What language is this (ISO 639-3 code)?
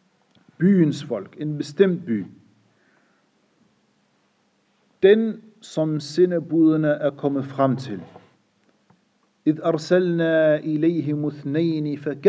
dan